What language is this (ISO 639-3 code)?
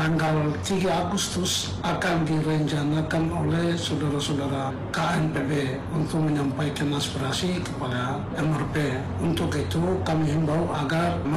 ind